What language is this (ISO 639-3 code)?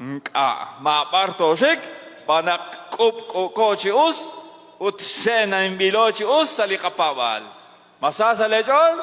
kek